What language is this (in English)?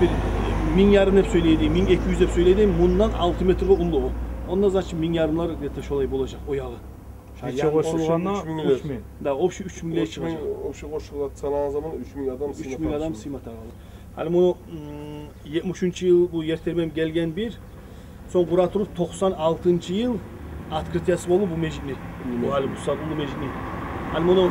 Kumyk